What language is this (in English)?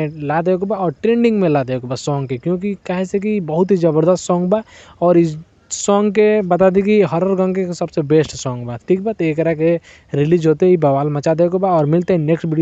Bhojpuri